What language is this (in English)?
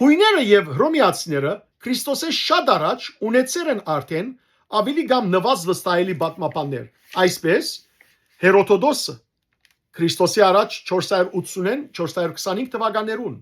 Western Armenian